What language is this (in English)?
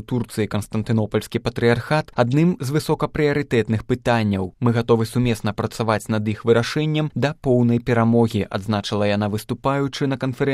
Belarusian